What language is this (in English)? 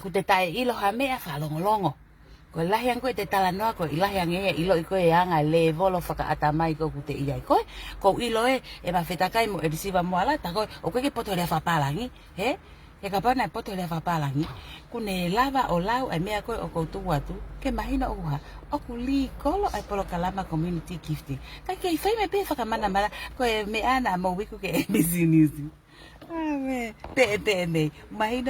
Tongan